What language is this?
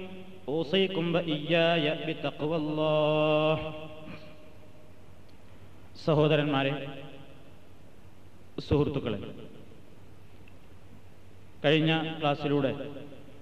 Malayalam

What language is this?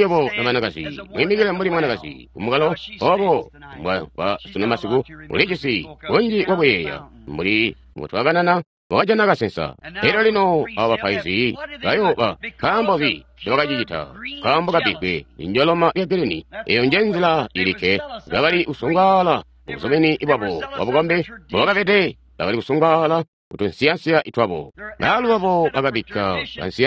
Tonga (Zambia)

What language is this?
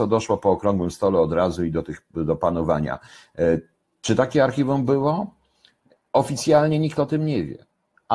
Polish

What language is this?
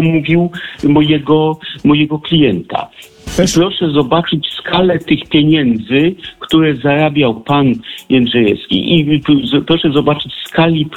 Polish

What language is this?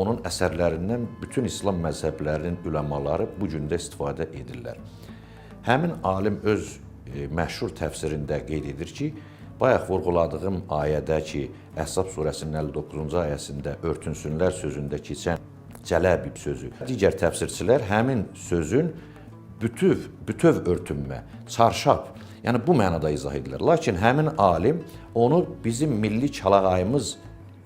Azerbaijani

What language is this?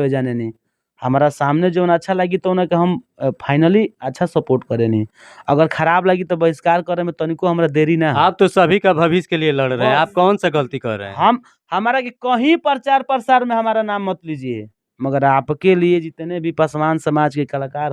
Bhojpuri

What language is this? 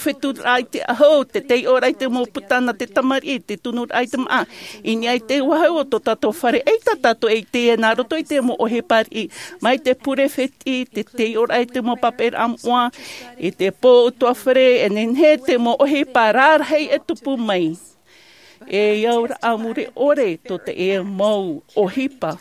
Tahitian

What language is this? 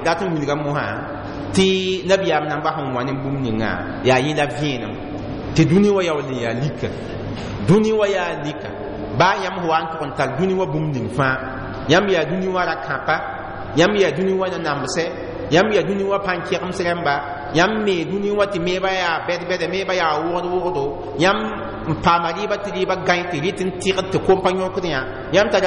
Mossi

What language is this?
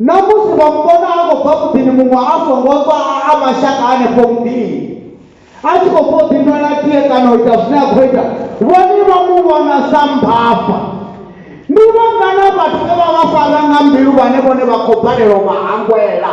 Venda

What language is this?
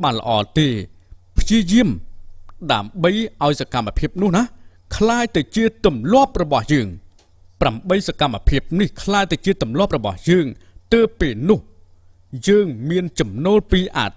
Khmer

